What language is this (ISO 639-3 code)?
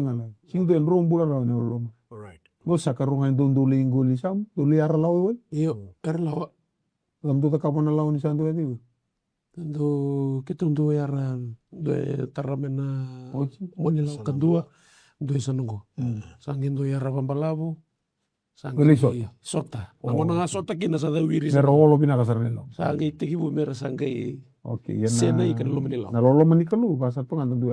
fij